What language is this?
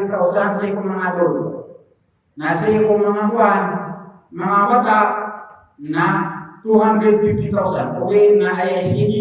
Maranao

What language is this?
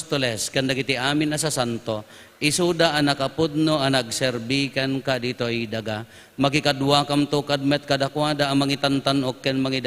Iloko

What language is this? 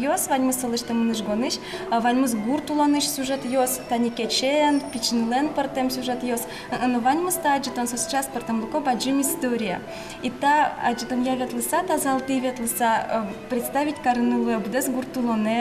Udmurt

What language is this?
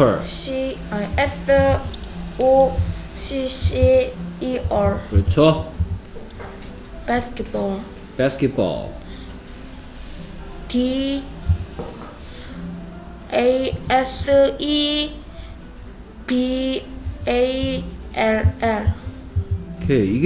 Korean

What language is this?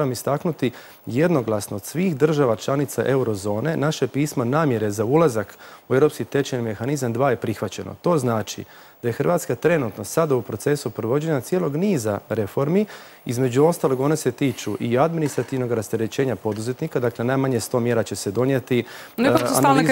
Croatian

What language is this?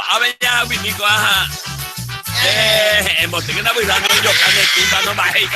Guarani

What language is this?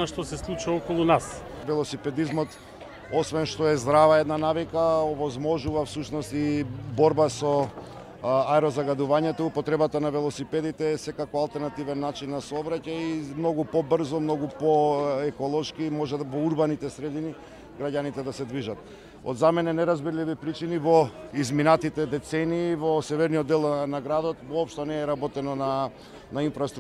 Macedonian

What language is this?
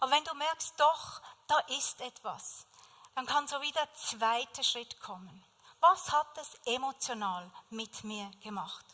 Swiss German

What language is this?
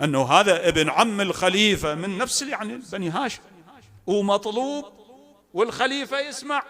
Mesopotamian Arabic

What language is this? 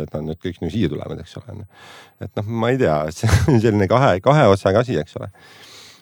Estonian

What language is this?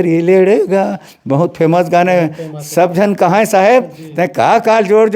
Chhattisgarhi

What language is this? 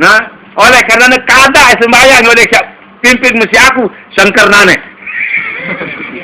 Sasak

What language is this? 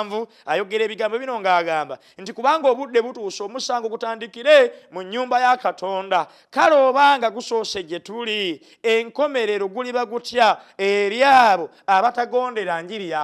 Ganda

